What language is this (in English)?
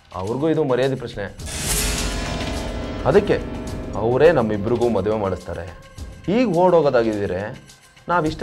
Kannada